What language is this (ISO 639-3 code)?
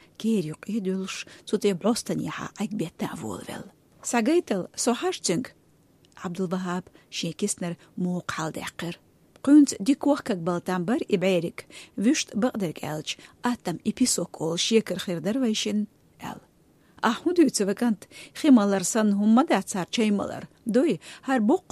che